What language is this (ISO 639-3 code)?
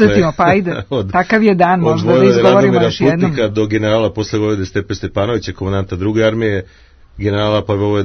srp